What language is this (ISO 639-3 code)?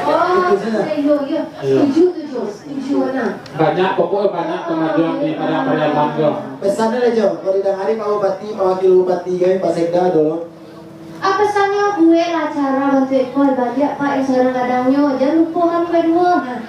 min